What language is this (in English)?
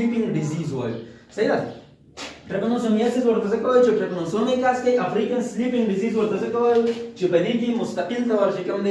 Pashto